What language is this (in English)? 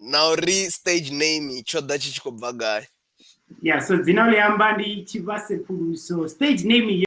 Venda